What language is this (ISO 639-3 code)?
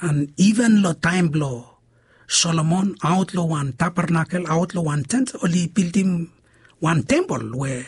bis